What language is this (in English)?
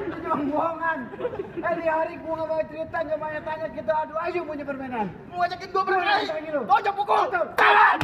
Betawi